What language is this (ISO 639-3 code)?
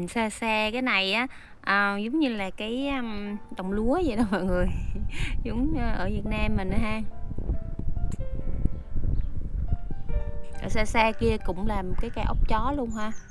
vie